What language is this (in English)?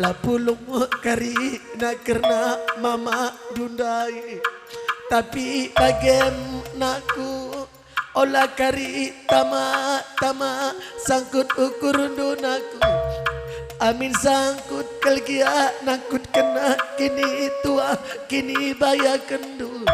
Batak Karo